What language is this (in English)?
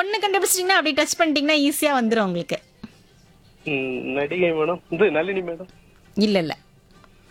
Tamil